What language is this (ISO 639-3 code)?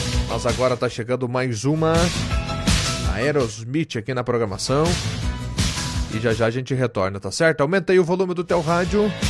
por